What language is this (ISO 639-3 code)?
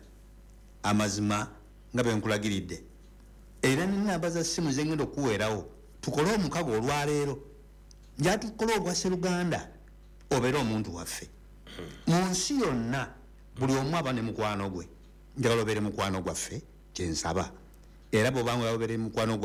lug